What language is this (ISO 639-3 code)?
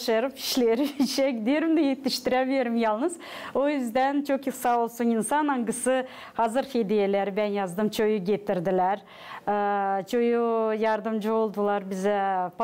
gag